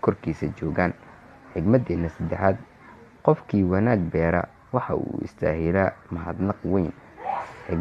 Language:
Somali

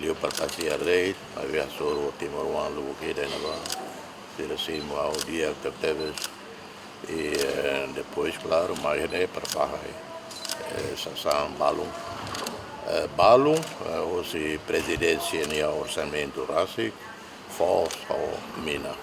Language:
Tetum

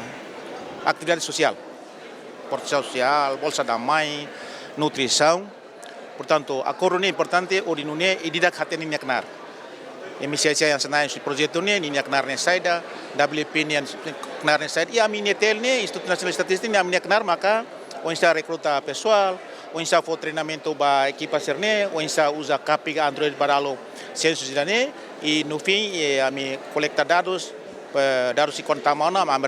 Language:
Tetum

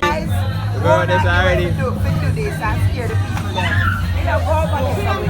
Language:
Jamaican Creole English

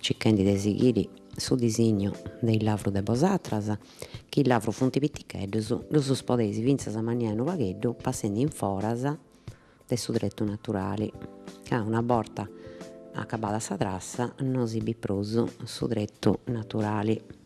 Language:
Sardinian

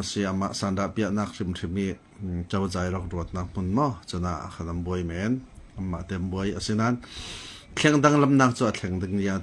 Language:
Falam Chin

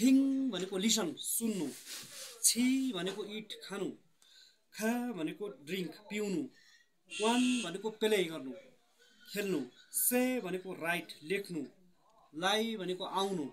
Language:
Nepali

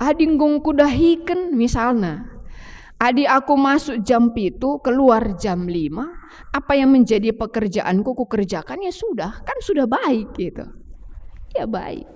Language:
Batak Karo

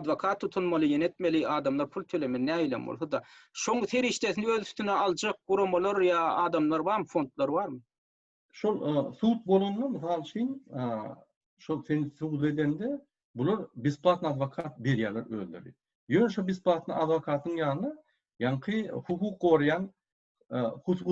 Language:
Turkmen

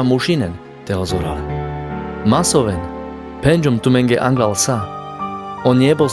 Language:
Carpathian Romani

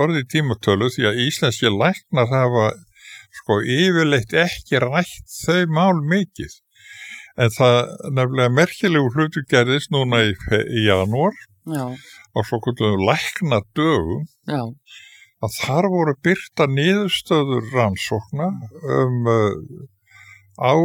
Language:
Icelandic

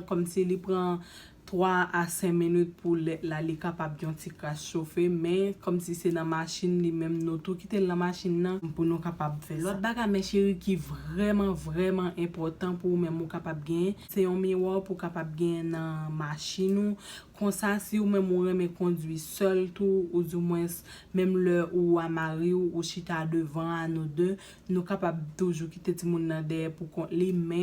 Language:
Haitian Creole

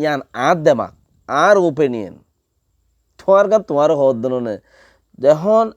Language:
Rohingya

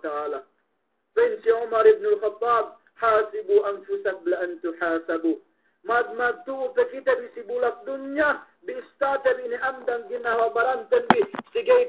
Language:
Yakan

